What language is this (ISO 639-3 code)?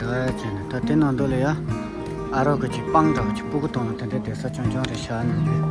bod